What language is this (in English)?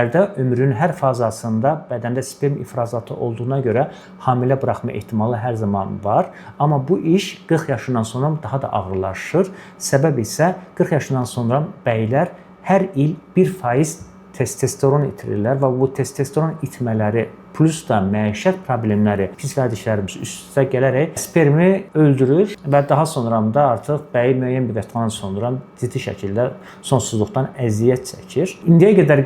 Azerbaijani